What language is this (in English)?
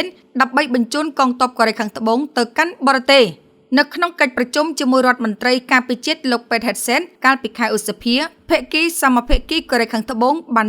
Khmer